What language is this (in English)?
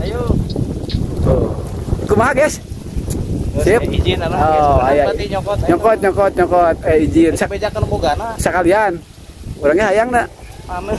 Sundanese